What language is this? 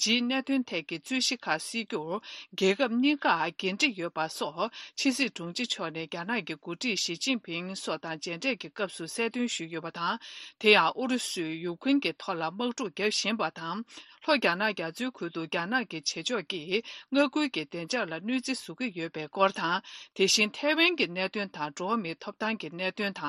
Tibetan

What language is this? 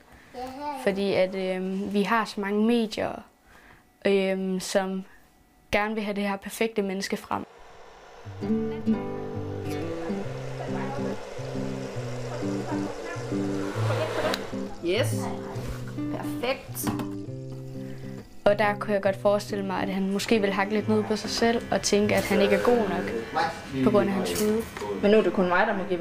Danish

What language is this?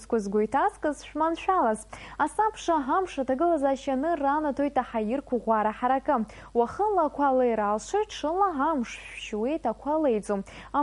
Abkhazian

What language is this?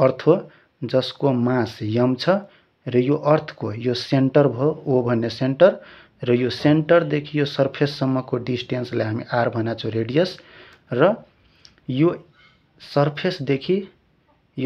Nepali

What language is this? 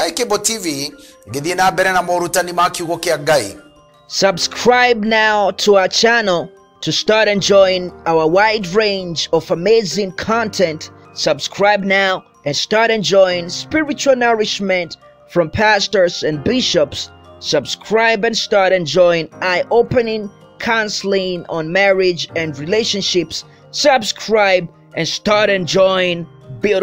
Kikuyu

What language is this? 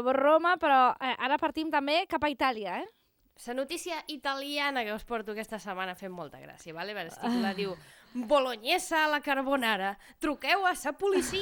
Catalan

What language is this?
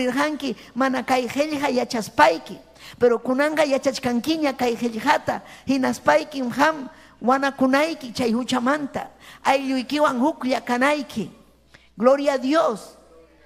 Ayacucho Quechua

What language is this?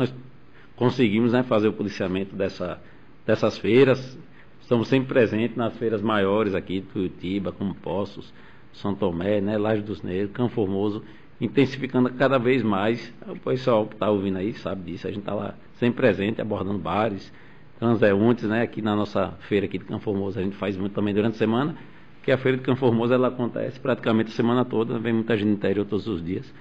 Portuguese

